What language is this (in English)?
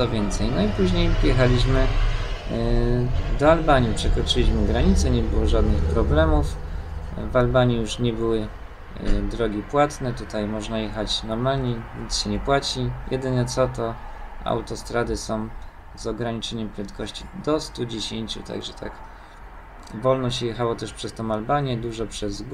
Polish